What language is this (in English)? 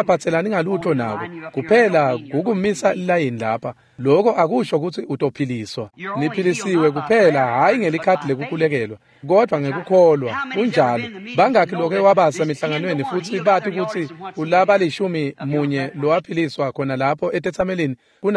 Swati